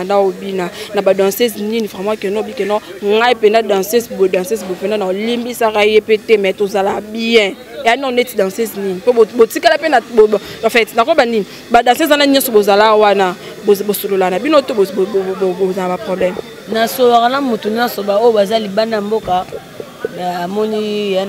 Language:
Lingala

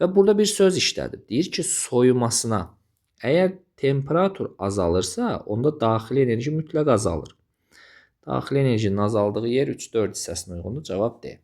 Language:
Azerbaijani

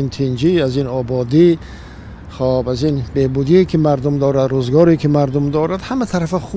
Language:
Tajik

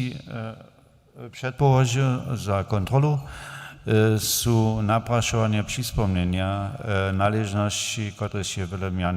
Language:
Upper Sorbian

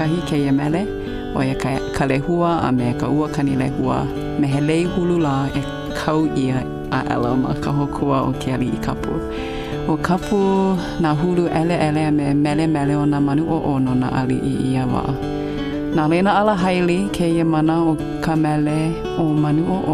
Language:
Hawaiian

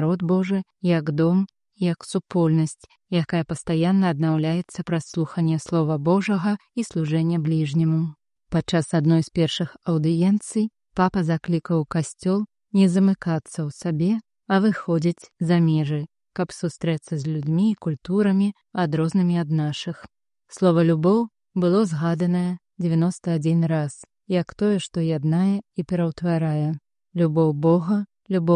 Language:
Belarusian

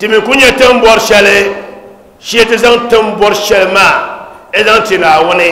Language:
Dagbani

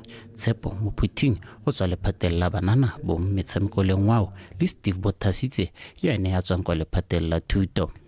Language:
Tswana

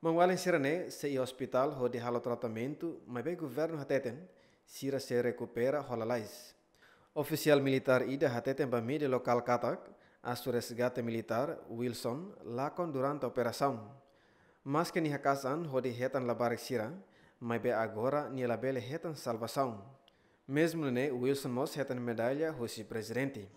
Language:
Tetum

